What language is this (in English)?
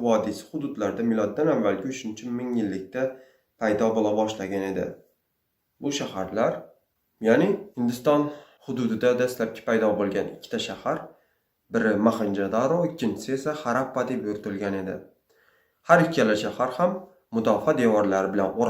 Uzbek